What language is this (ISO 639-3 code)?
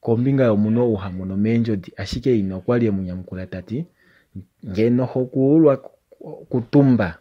kua